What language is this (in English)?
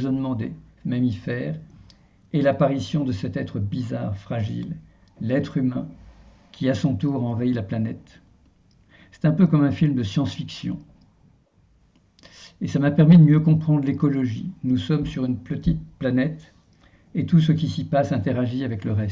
French